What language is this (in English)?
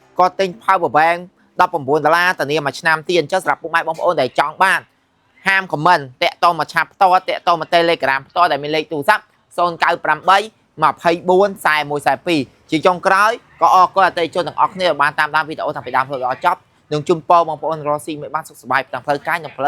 Khmer